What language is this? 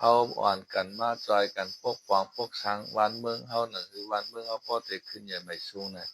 Shan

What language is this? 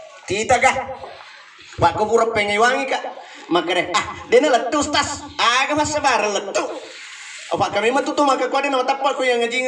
Buginese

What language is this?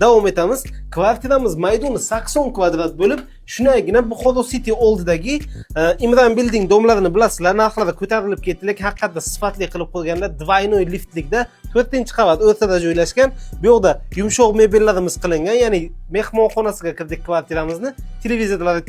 Uzbek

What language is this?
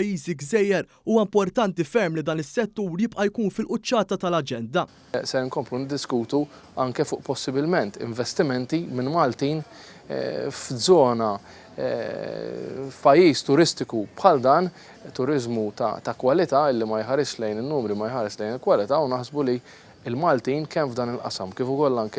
Maltese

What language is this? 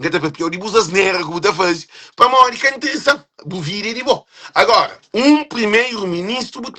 Kabuverdianu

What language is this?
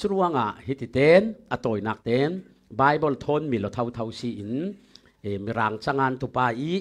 Falam Chin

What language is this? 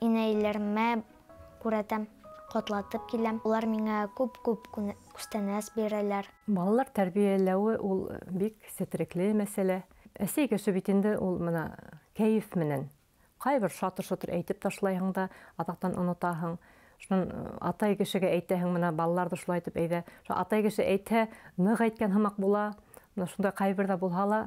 Bashkir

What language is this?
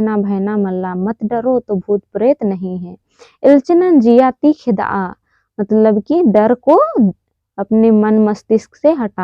Kurukh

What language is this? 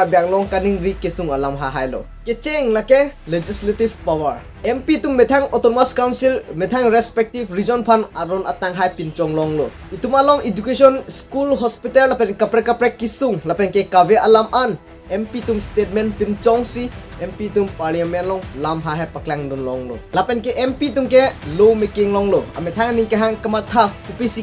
Karbi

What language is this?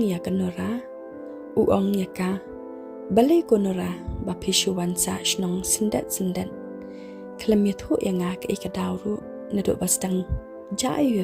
Khasi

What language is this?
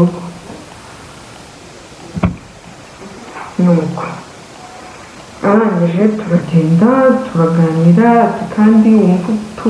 Kinyarwanda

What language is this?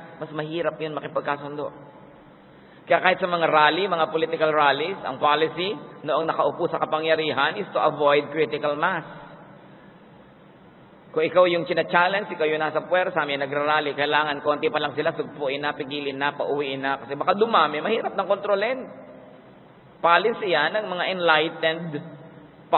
Filipino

